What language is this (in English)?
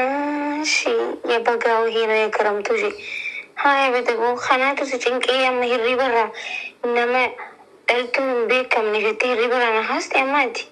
Oromo